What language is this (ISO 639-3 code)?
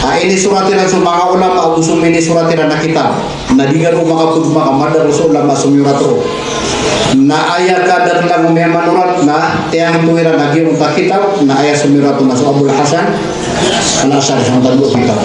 mrw